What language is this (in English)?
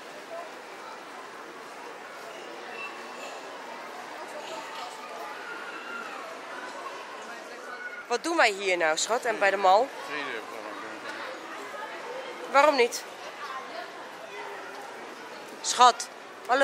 Dutch